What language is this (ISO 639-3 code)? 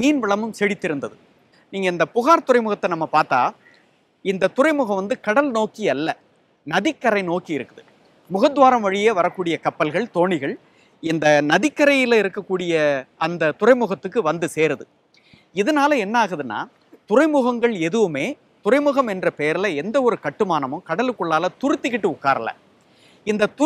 tam